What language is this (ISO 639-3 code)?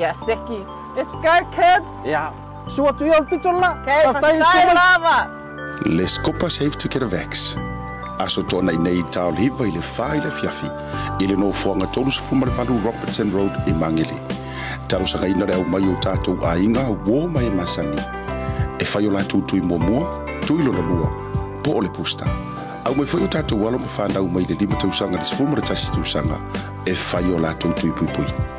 smo